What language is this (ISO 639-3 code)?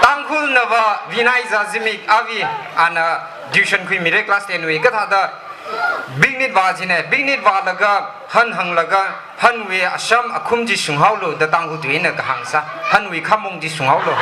nmf